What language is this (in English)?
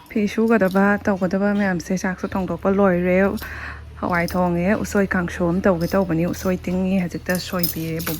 Manipuri